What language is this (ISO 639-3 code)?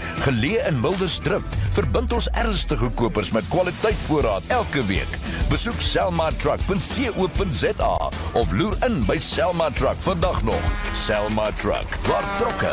afr